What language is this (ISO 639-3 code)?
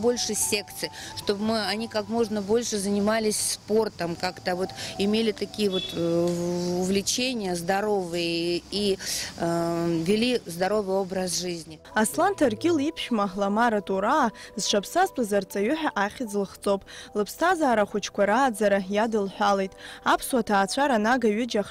abk